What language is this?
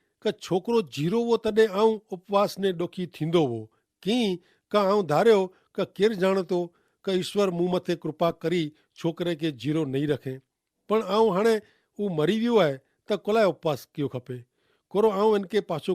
Kachhi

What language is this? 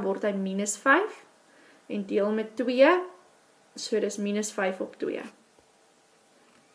Afrikaans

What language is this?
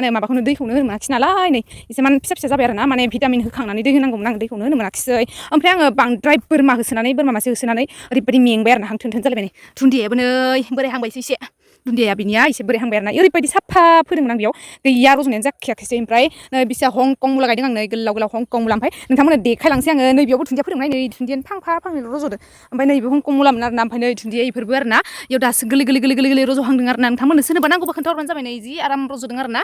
Bodo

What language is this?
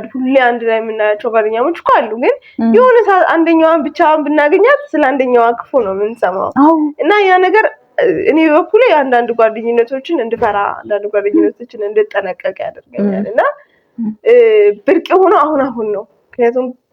Amharic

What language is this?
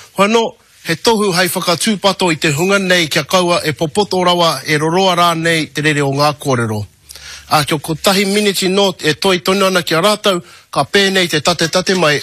Māori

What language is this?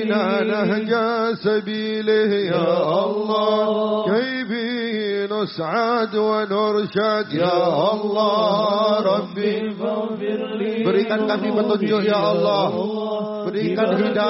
Javanese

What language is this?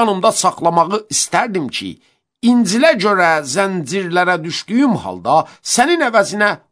Azerbaijani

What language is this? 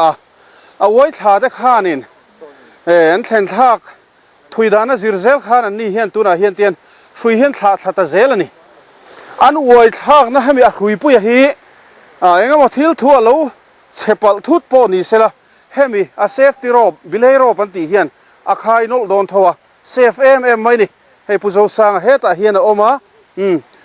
Mizo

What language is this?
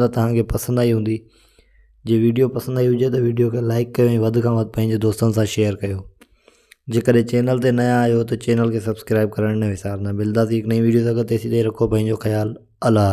Sindhi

